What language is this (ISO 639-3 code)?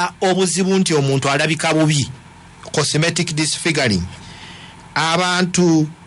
lug